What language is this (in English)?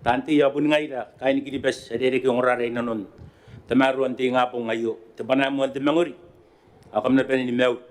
Gilbertese